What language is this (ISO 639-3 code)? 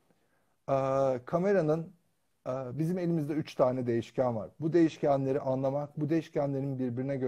tur